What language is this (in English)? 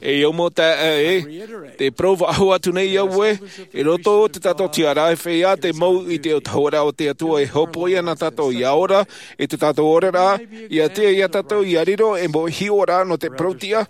Tahitian